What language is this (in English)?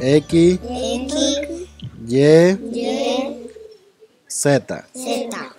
Ngäbere